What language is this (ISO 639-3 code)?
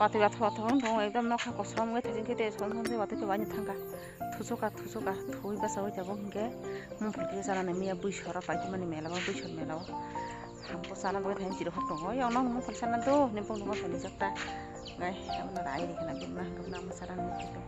trp